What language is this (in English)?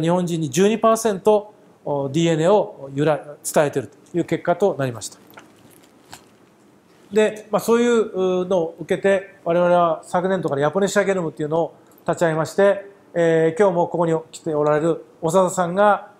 Japanese